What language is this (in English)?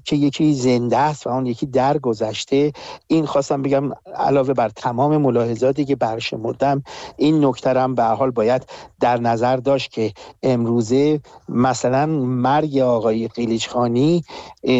Persian